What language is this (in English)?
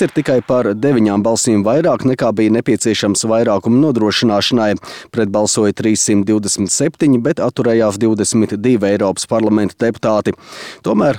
Latvian